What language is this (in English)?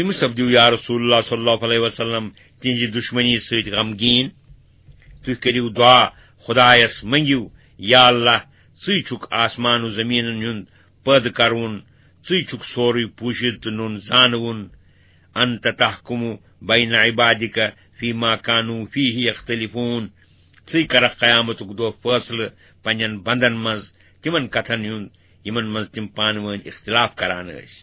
Kashmiri